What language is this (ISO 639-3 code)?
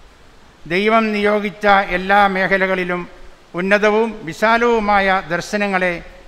mal